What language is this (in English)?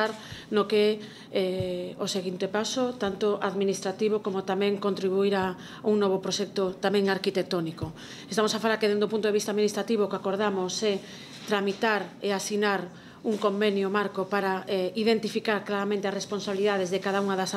Galician